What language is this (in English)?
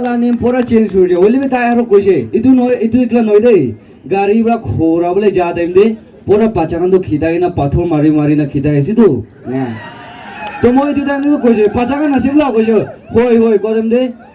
Naga Pidgin